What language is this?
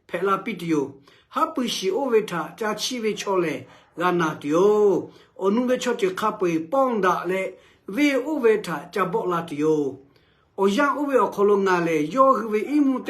Lahu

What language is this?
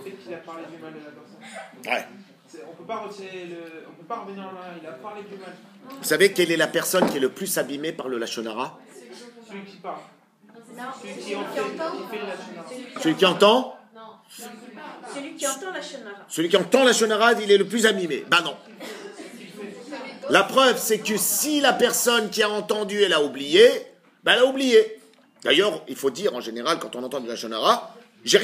French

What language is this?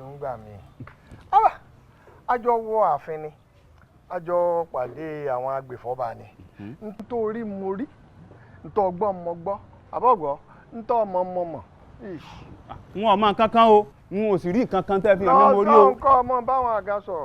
Yoruba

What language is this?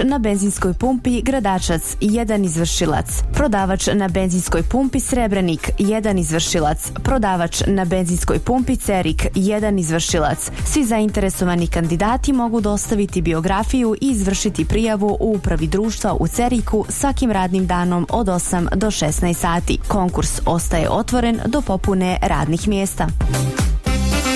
Bosnian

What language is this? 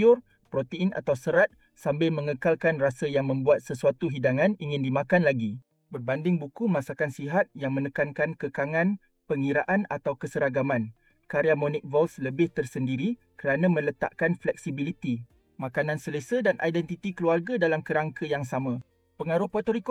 Malay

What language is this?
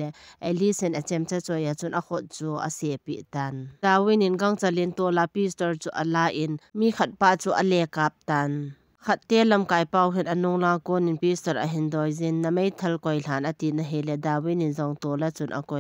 Thado Chin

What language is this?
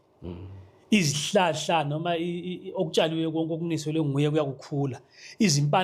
Zulu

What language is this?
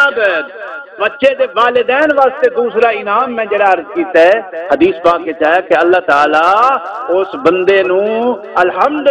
Saraiki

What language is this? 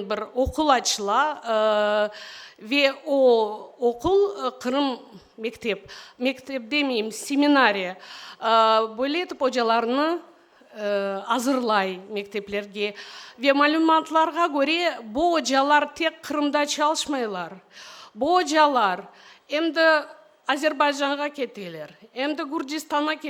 Crimean Tatar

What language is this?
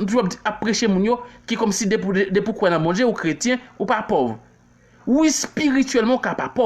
Haitian Creole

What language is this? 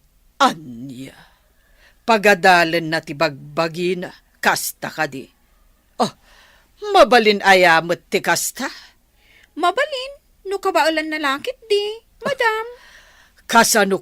Iloko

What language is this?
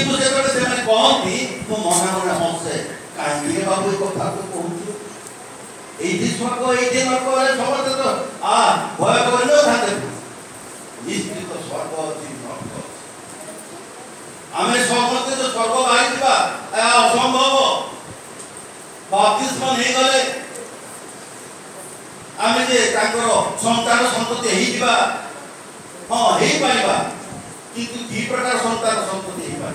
Odia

